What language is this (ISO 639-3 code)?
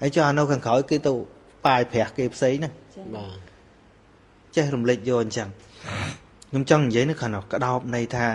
khm